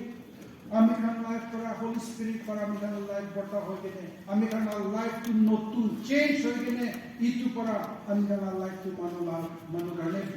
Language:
Naga Pidgin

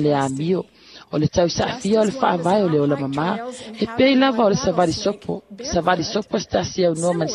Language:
Samoan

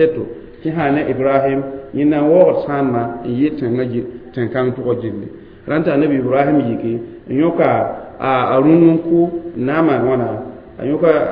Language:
Mossi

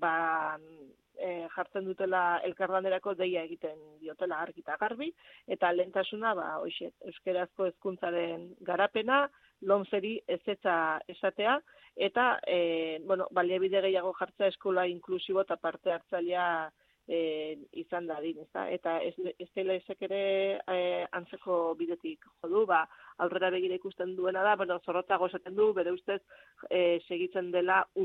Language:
Basque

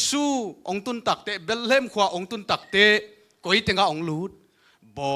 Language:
Tedim Chin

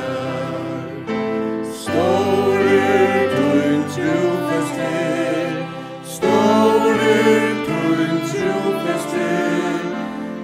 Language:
Faroese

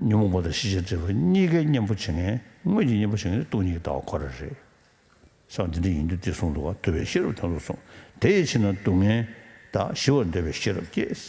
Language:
Tibetan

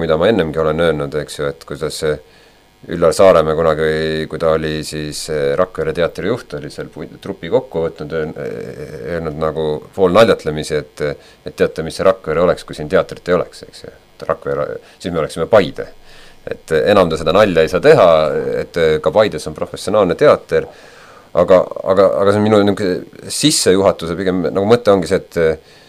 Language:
Estonian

